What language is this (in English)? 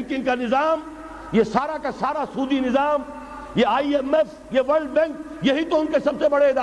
Urdu